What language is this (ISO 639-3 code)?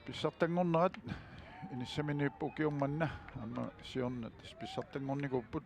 kal